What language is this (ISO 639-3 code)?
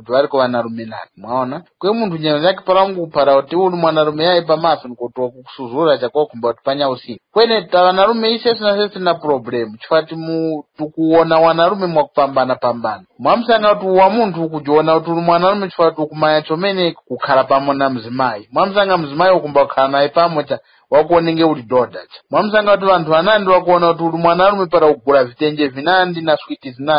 tum